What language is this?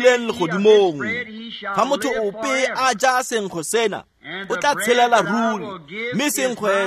Tswana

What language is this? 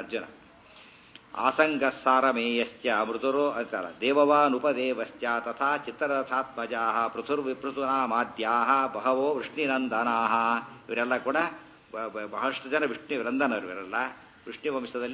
Kannada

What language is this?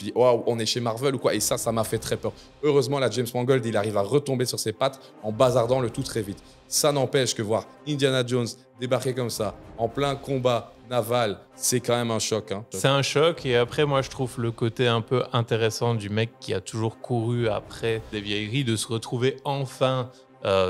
French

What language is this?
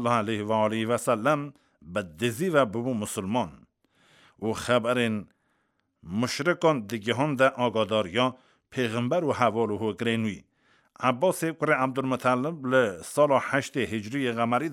Kurdish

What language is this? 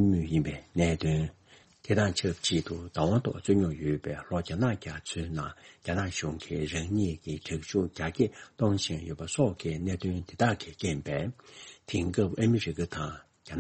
Tibetan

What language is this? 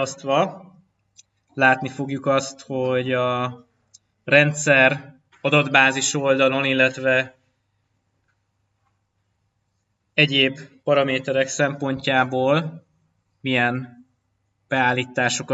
Hungarian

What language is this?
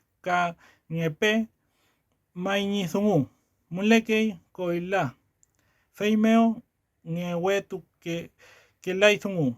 Mapuche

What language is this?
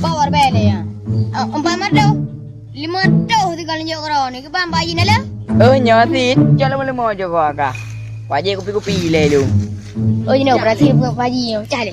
Achinese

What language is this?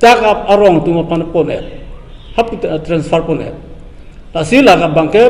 Karbi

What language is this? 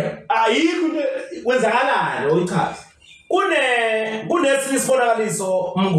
Zulu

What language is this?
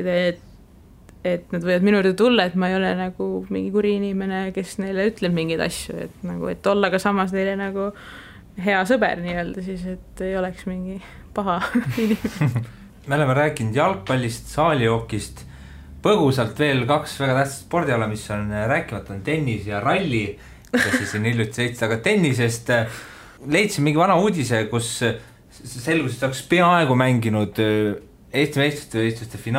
Estonian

